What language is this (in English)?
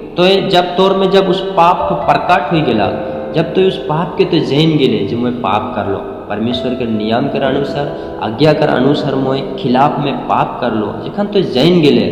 Sadri